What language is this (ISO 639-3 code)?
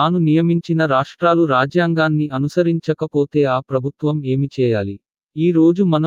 tel